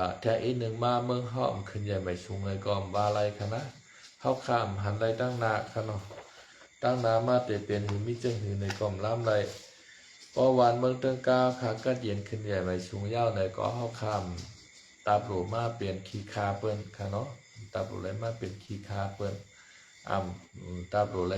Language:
Shan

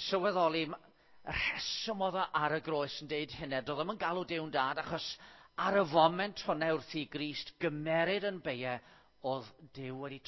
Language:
Welsh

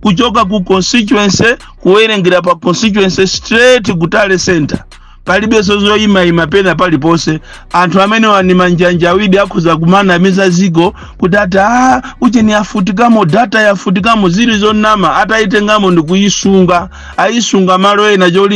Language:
Nyanja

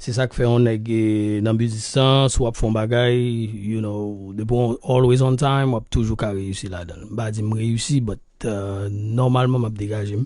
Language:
Haitian Creole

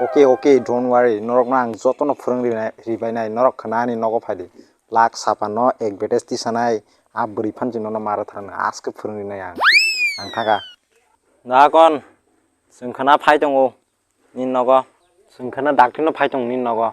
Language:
Kok Borok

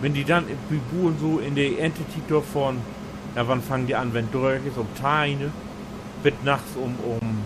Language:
Low German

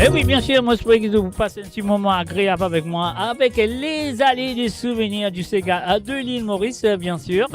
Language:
Morisyen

